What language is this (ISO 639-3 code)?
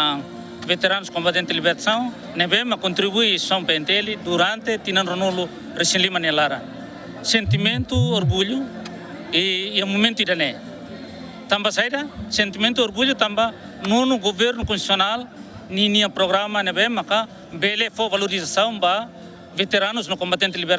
tet